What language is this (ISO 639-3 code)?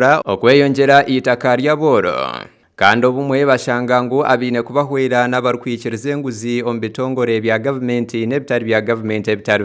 nyn